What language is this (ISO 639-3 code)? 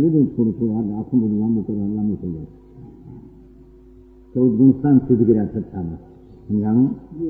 guj